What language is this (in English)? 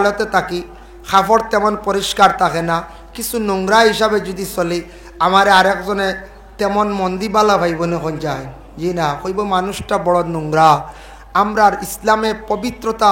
Sylheti